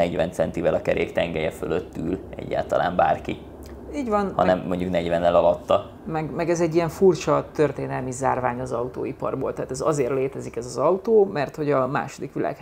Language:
Hungarian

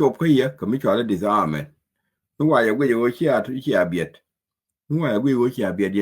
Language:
Nuer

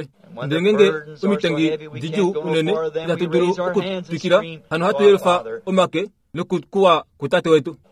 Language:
Kuanyama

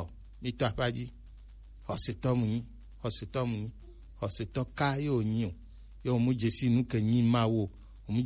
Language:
Gen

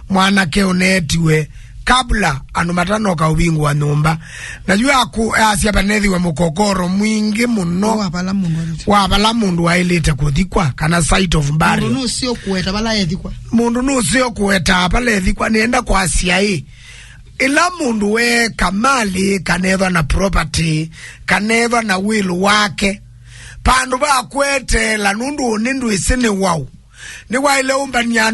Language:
Kamba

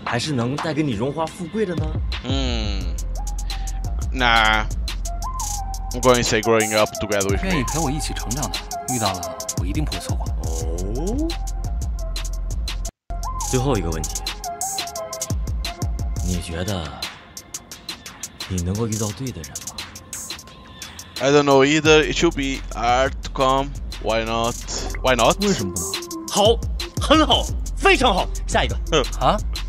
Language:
Chinese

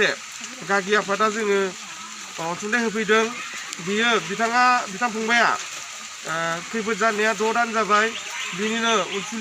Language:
Bodo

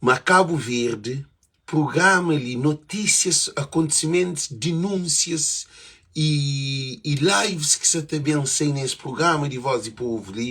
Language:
Kabuverdianu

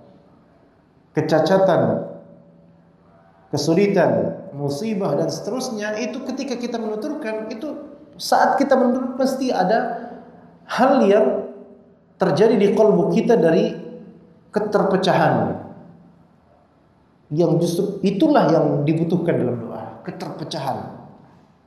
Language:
Indonesian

